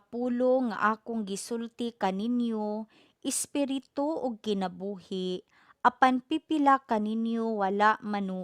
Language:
Cebuano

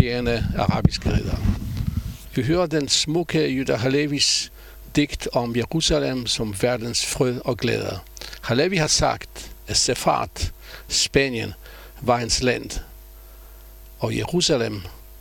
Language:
Danish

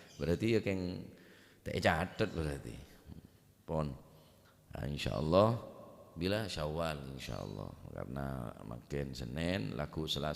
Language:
Madurese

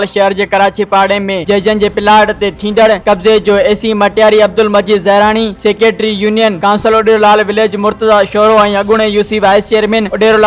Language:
Sindhi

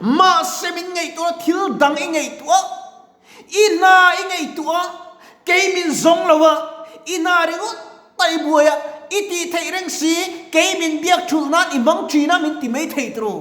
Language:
Mizo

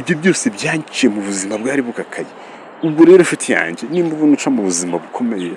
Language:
Kinyarwanda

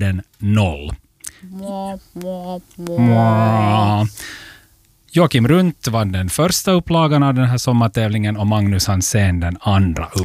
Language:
Swedish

